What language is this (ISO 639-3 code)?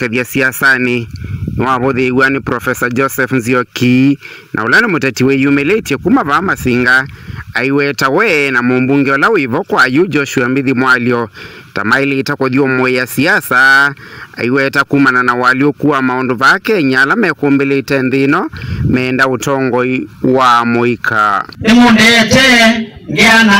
kam